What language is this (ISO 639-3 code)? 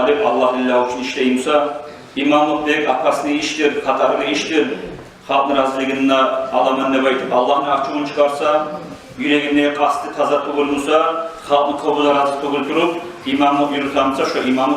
kum